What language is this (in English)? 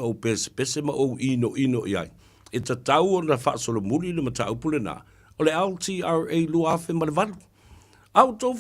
Samoan